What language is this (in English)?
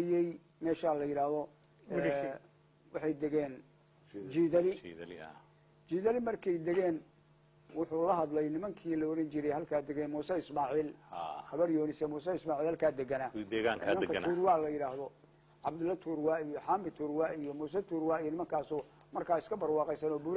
Somali